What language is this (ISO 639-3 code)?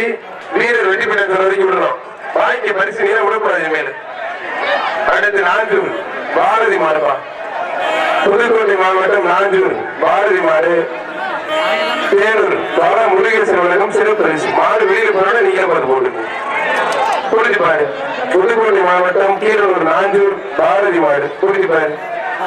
tam